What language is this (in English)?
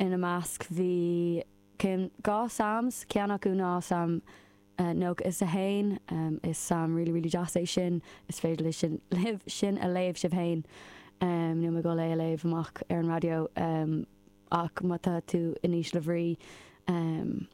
Irish